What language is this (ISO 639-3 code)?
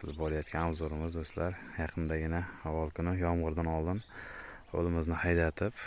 uzb